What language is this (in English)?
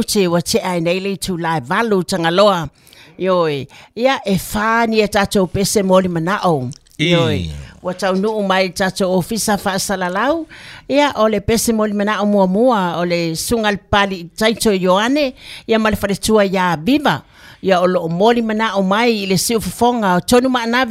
Samoan